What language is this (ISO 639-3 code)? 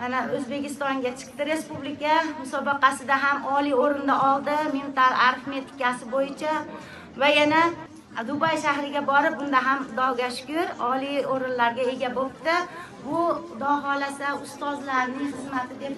uzb